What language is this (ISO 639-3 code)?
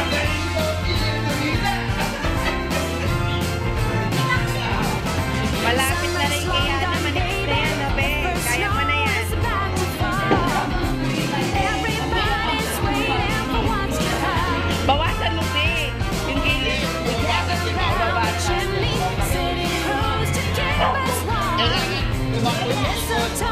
fil